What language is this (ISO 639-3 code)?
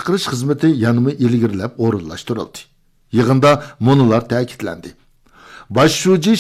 uig